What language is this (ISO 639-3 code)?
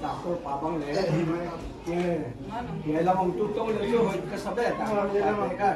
pck